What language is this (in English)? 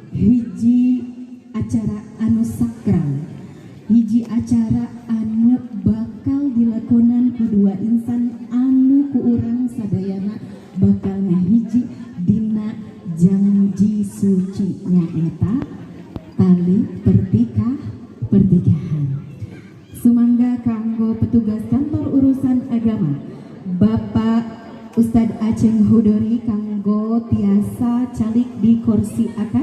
Sundanese